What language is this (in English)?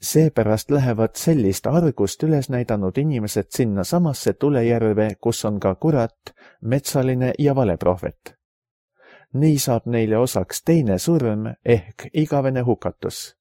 Estonian